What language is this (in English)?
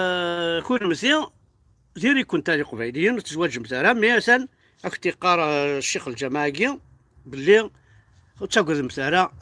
Kabyle